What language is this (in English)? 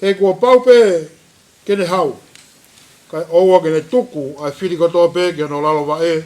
Tongan